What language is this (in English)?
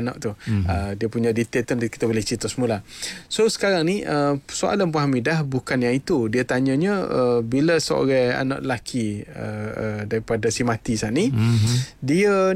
Malay